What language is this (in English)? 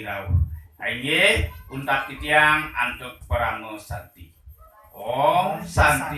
Balinese